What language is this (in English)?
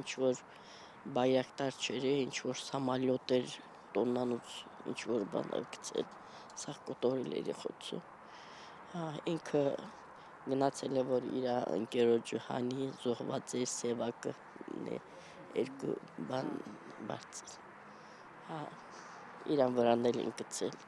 Armenian